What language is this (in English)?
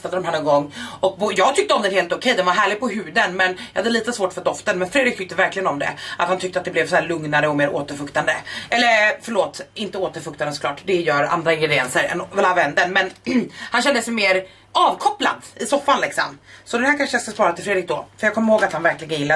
Swedish